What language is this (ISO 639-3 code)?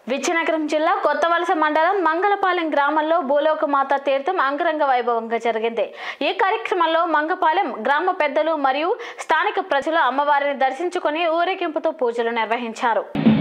tel